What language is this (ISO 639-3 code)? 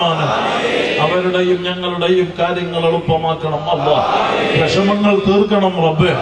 mal